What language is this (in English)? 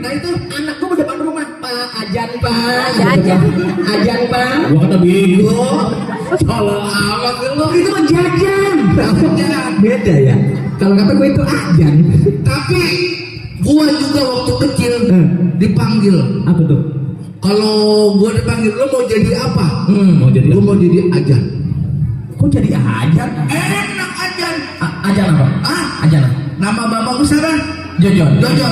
Betawi